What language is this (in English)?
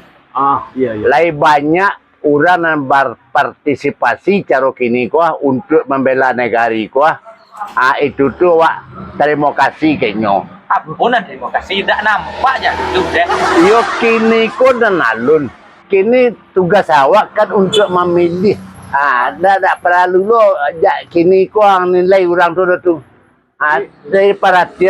Minangkabau